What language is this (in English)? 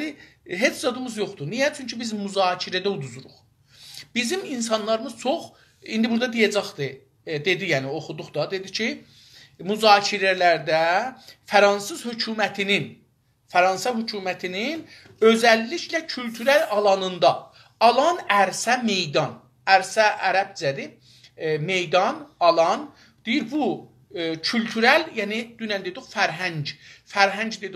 South Azerbaijani